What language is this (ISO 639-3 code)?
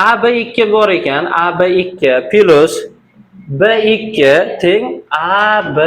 uzb